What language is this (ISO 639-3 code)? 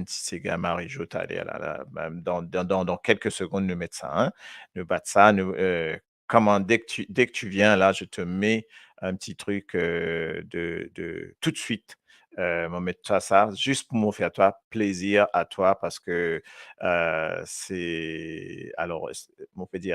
mfe